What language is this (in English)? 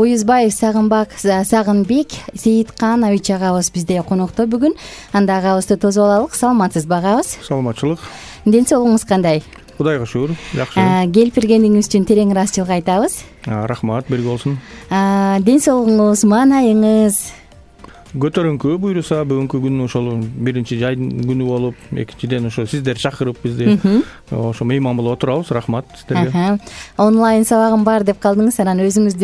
Kyrgyz